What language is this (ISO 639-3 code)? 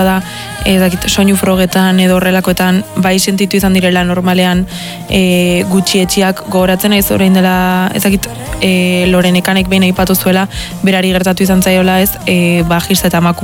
eus